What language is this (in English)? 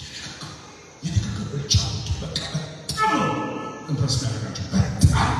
Amharic